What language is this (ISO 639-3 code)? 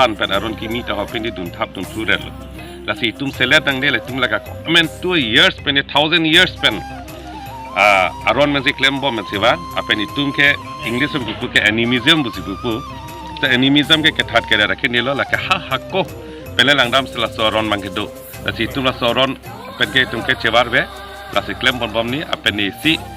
mjw